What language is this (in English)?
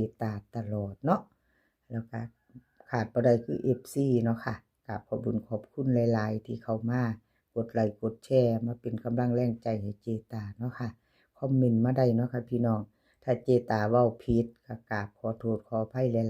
Northeastern Thai